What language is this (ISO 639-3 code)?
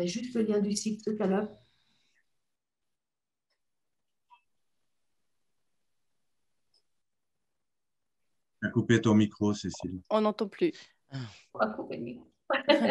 fra